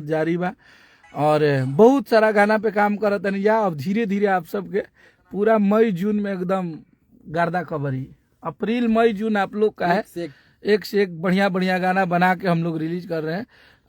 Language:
Bhojpuri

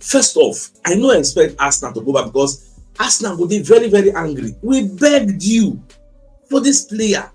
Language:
Nigerian Pidgin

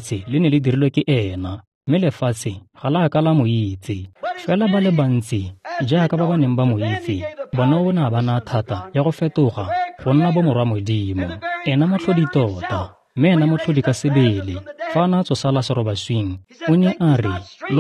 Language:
Tswana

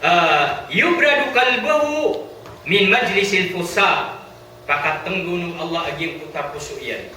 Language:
Maranao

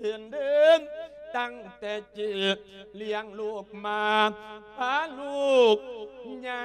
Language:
Lao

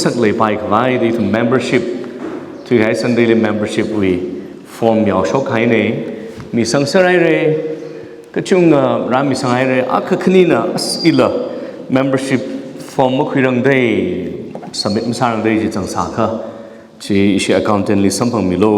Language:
Tangkhul Naga (India)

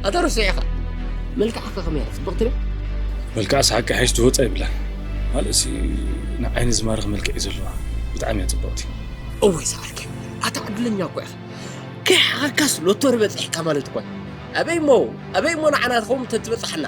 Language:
Tigrinya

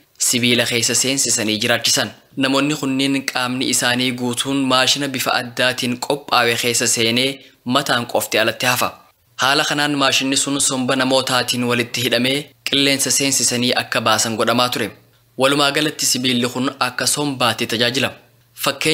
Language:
Oromo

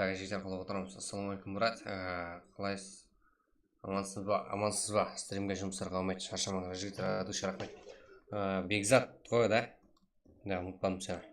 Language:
Kara-Kalpak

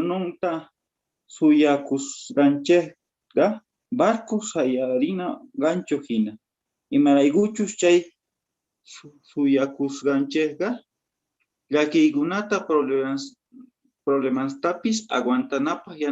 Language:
South Bolivian Quechua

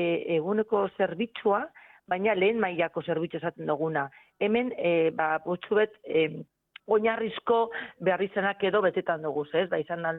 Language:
Basque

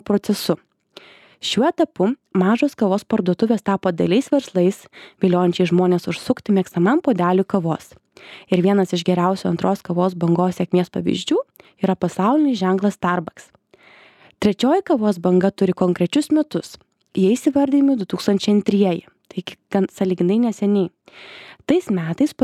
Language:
Lithuanian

